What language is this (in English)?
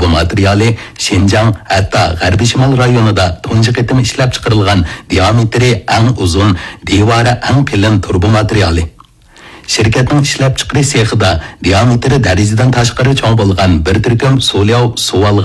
Uyghur